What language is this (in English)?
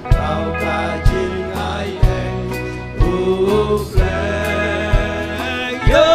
Khasi